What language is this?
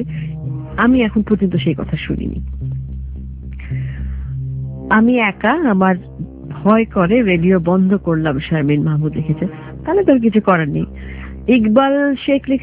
Bangla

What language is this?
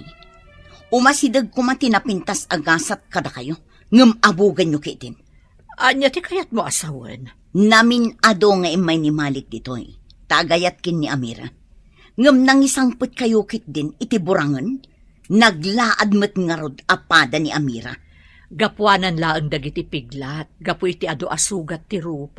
Iloko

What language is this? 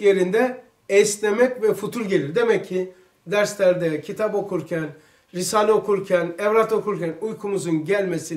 Turkish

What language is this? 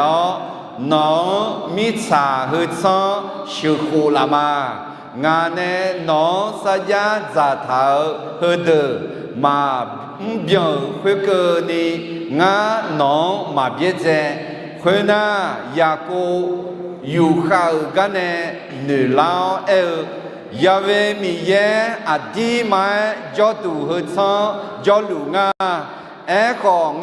Akha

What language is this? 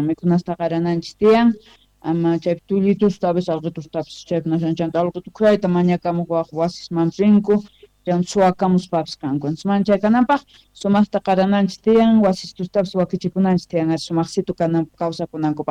South Bolivian Quechua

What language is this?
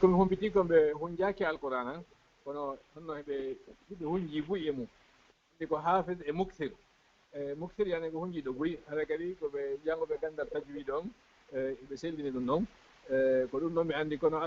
Fula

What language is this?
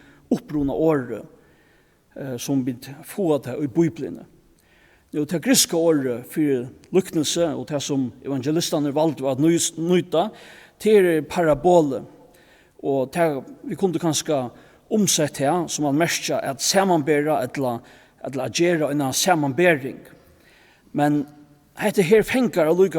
Faroese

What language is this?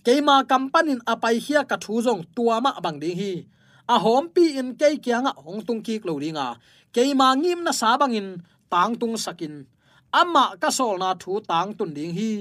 Tedim Chin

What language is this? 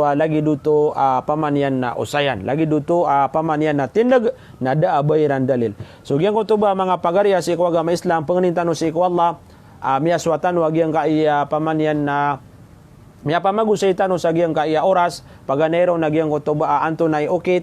Maranao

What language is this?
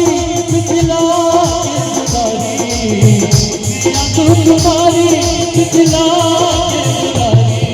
Maithili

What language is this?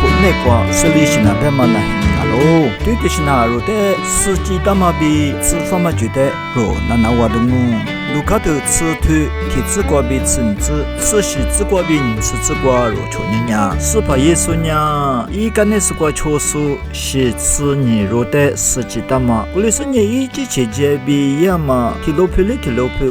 Lisu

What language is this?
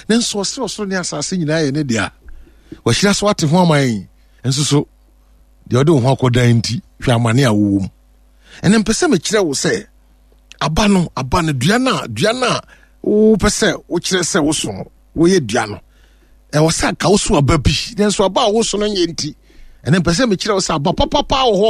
Akan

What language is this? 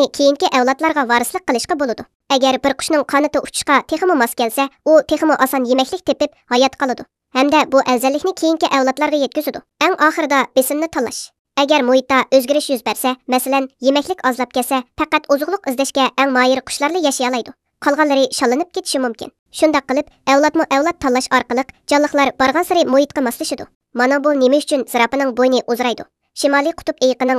Uyghur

